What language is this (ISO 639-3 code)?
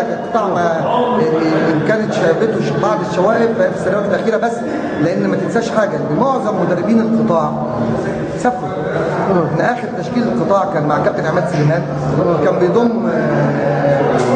arz